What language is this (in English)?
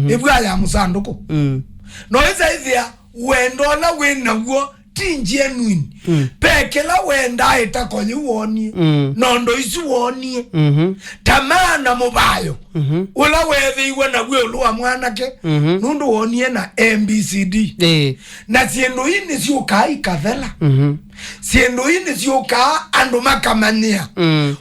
Kamba